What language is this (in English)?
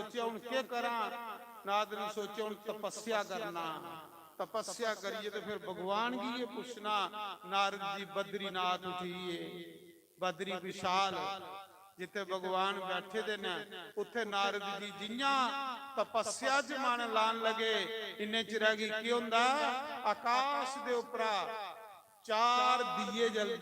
Dogri